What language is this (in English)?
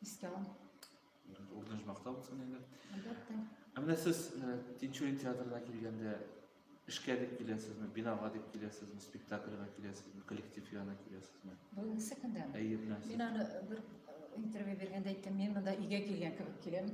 Tatar